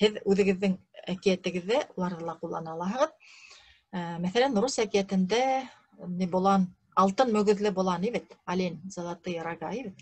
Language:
Bashkir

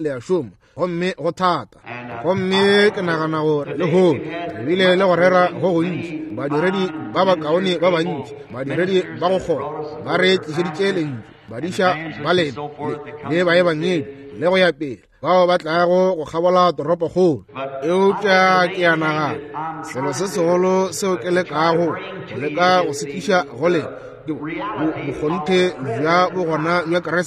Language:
Northern Sotho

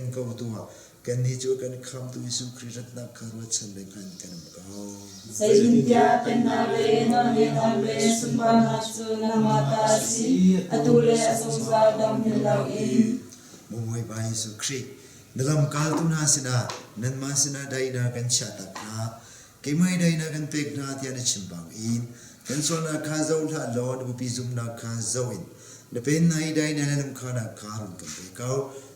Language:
Hakha Chin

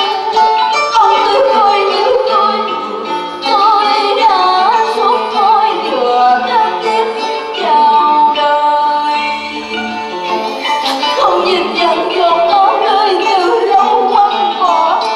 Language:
Vietnamese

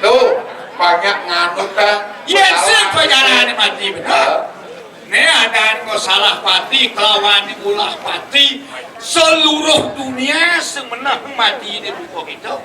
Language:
Balinese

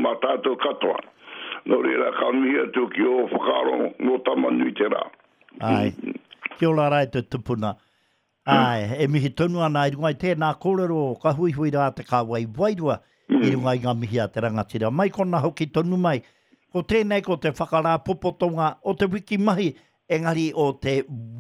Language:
Māori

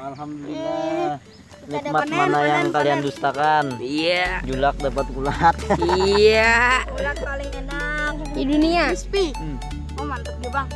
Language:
Banjar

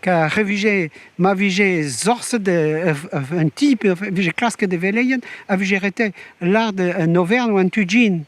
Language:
Breton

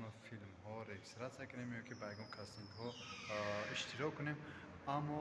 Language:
Tajik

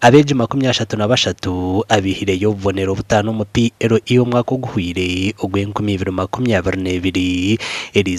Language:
Nyankole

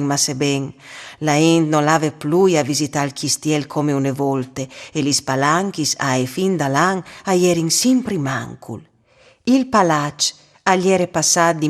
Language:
Friulian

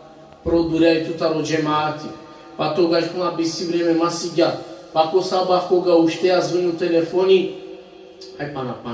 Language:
Balkan Romani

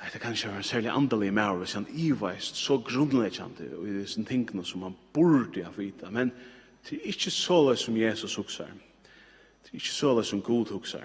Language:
Faroese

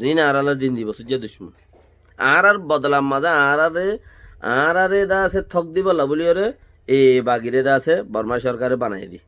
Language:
Rohingya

